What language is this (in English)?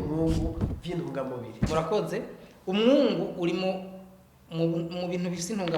Rundi